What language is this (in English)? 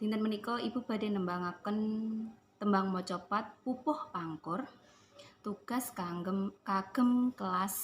Javanese